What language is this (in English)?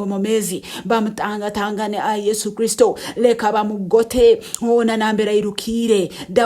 Nyankole